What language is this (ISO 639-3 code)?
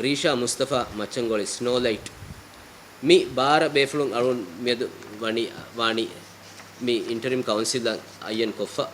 div